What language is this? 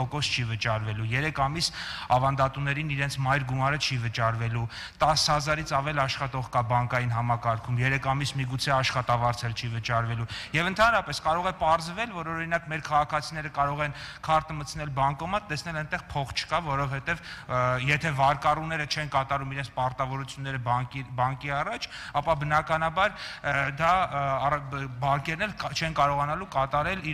Armenian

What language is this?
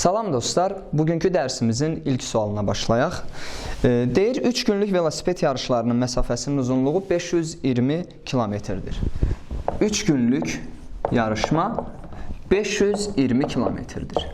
Azerbaijani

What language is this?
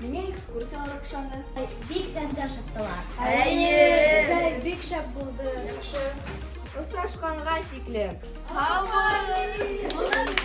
Bashkir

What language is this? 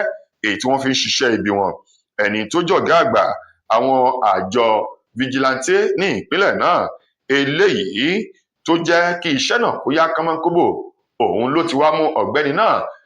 Yoruba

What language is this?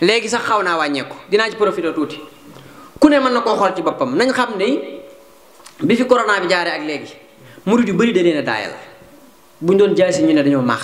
Wolof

